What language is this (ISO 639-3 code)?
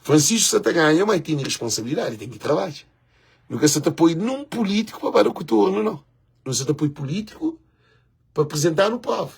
kea